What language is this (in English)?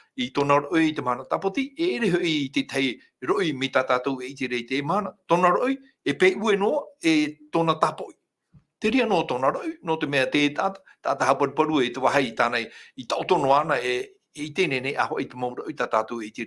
Tahitian